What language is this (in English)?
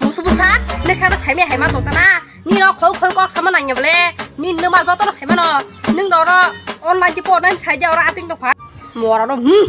Kok Borok